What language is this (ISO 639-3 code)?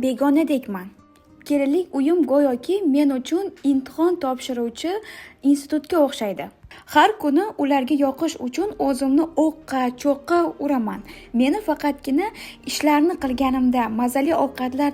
uzb